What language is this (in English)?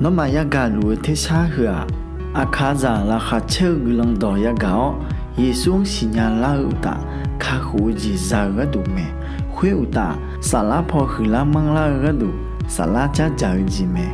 Akha